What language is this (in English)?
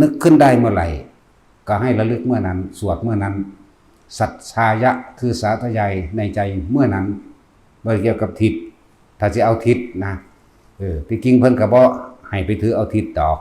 Lao